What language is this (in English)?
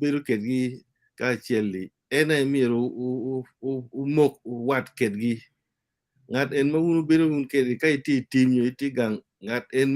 Acoli